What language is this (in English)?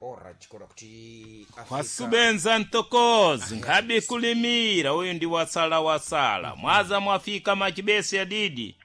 Sena